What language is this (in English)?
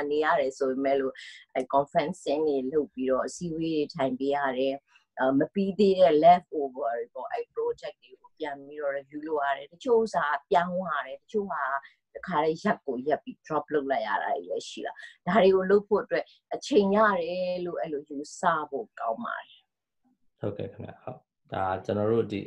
Burmese